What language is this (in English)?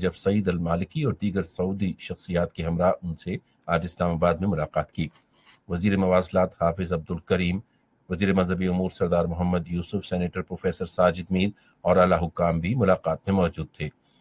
Urdu